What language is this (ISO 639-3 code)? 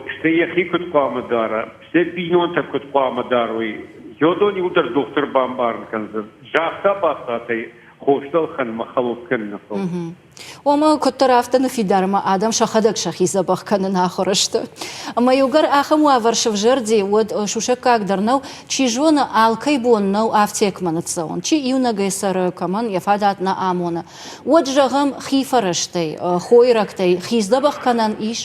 oss